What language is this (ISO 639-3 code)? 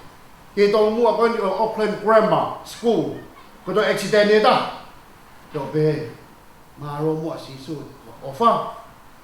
ton